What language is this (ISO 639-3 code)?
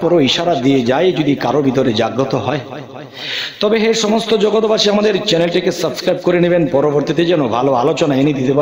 ben